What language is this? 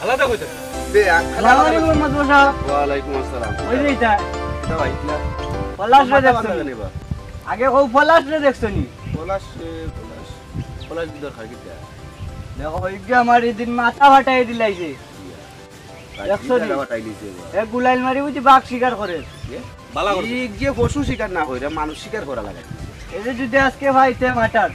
Sylheti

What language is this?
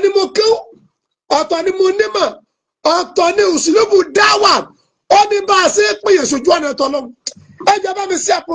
Yoruba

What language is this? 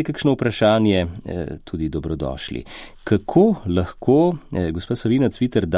Slovenian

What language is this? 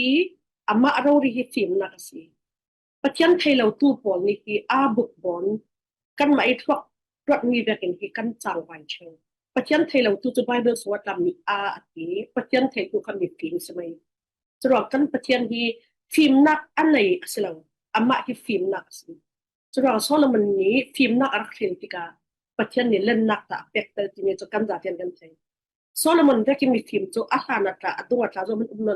Falam Chin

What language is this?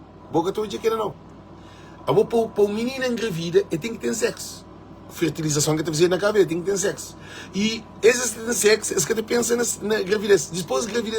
Kabuverdianu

